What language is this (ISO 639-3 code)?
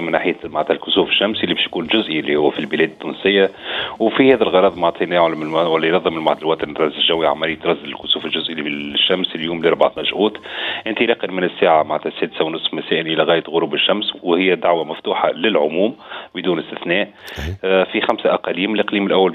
aeb